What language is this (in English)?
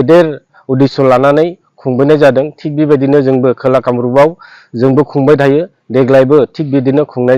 Bodo